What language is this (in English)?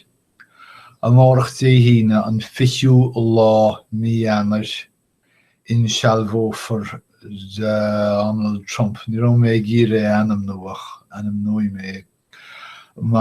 Irish